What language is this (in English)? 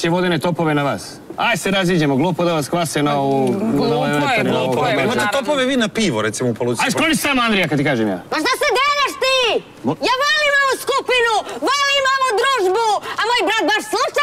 Serbian